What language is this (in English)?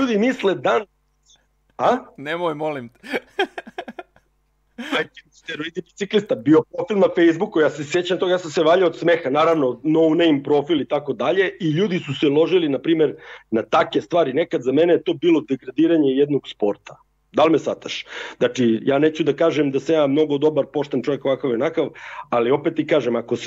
Serbian